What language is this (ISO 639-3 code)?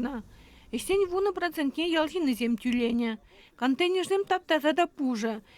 chv